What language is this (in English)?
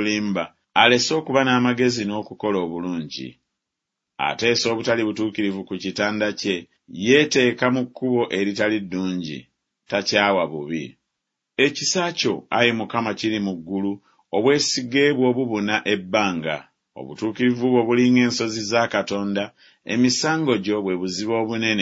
Ganda